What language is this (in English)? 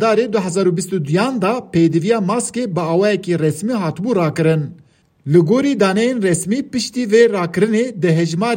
Kurdish